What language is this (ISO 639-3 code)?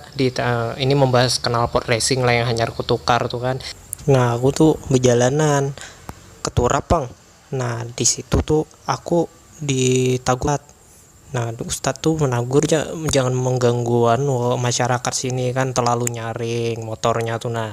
bjn